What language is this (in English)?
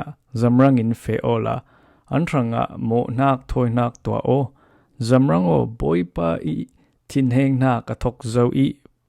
Falam Chin